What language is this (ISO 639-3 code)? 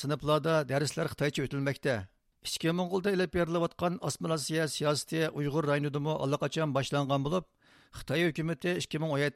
uig